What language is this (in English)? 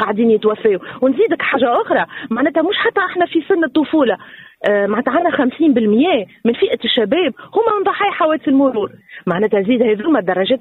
Tunisian Arabic